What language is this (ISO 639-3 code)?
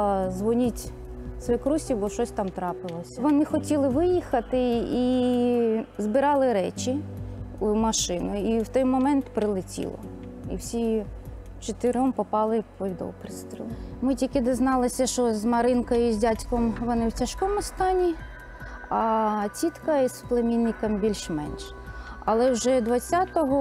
ukr